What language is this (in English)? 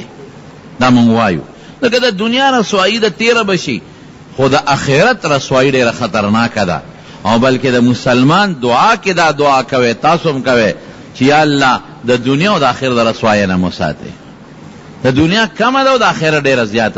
Pashto